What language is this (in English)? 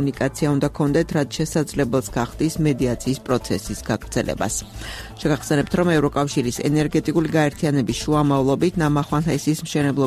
Georgian